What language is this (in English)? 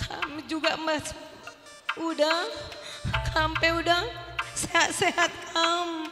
Batak Karo